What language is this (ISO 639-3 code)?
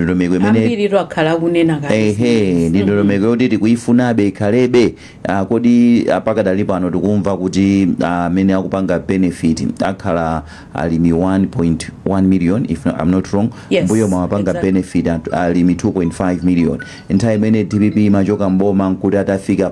nya